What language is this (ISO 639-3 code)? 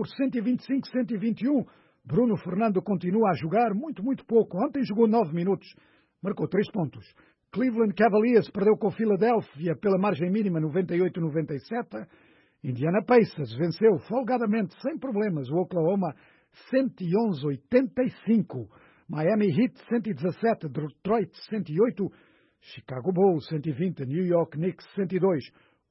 por